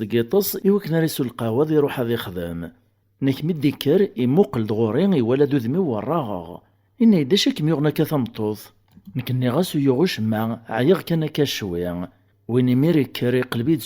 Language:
Kabyle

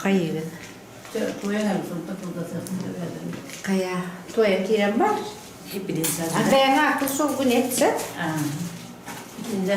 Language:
Yakut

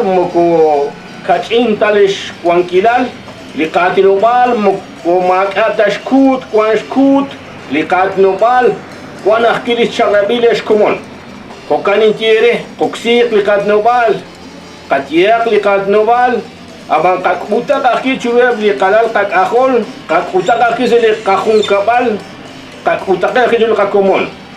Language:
Kekchí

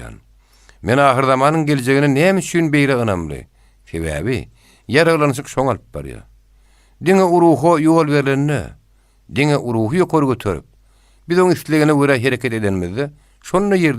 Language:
Turkmen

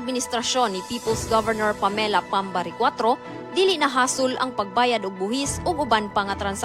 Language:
Cebuano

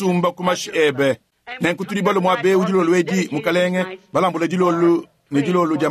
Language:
Luba-Lulua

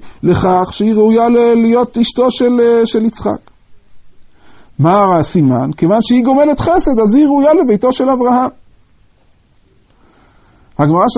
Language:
Hebrew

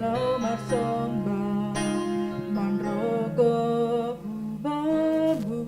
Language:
Batak Simalungun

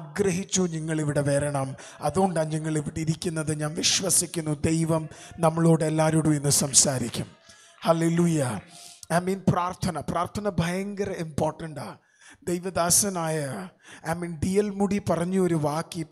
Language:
Malayalam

